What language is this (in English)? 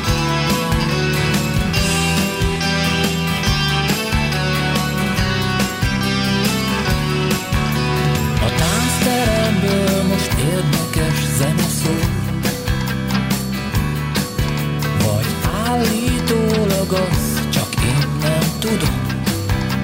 Hungarian